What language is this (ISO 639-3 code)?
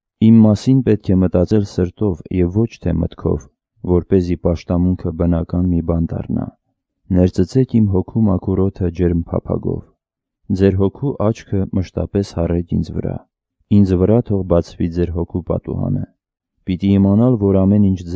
hye